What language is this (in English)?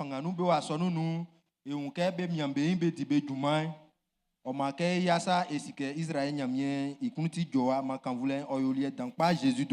Baoulé